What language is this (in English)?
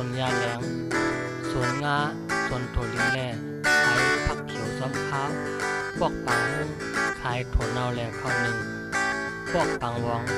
Shan